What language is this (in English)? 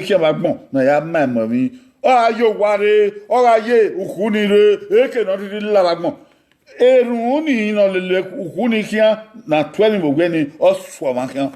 Bini